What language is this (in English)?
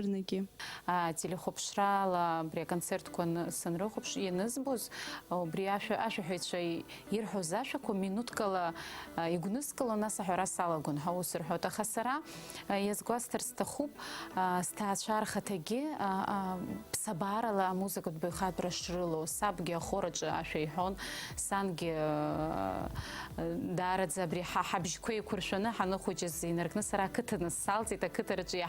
Abkhazian